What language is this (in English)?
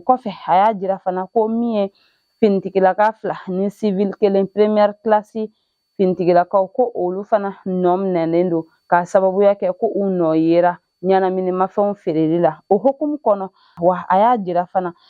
Bambara